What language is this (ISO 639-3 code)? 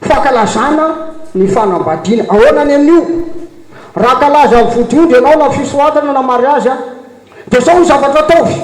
mlg